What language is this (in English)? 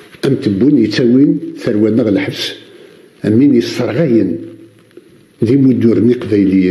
Kabyle